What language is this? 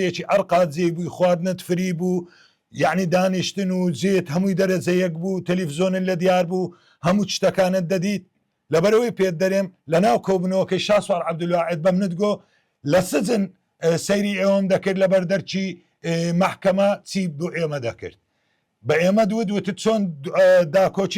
Central Kurdish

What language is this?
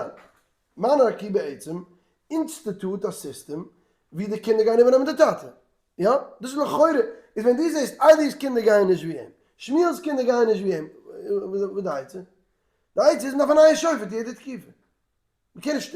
Yiddish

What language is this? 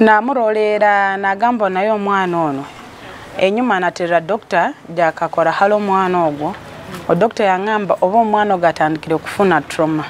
Nyoro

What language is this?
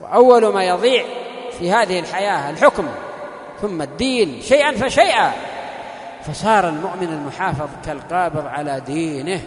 Najdi Arabic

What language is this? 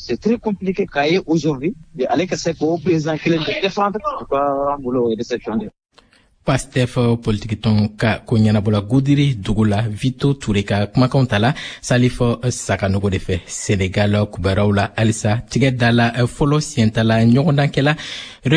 Bambara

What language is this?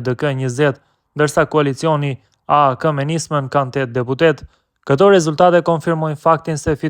Albanian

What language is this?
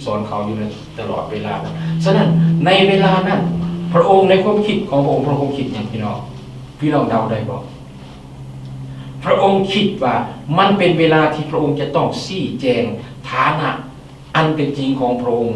Lao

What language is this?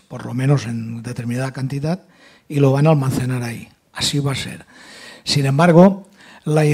Catalan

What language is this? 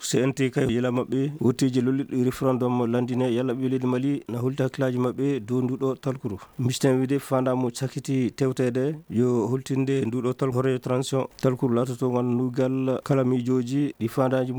Fula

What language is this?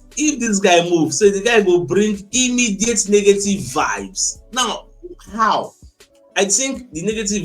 Nigerian Pidgin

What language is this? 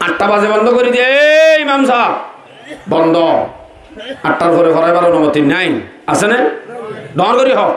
Rohingya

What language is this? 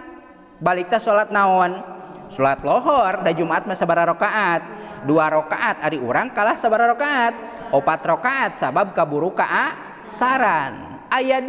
Sundanese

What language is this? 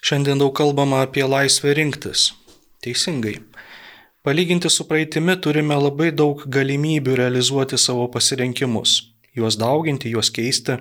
Lithuanian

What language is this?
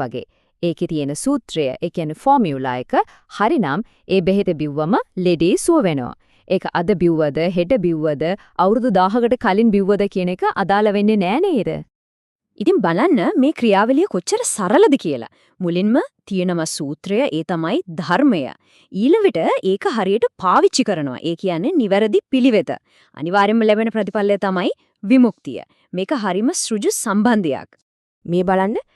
Sinhala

